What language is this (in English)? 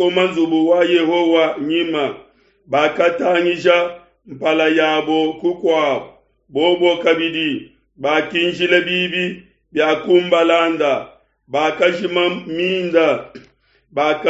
Luba-Lulua